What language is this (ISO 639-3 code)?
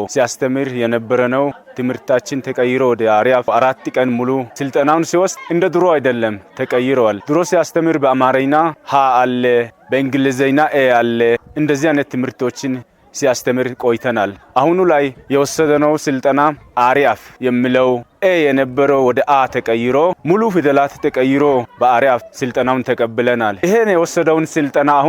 amh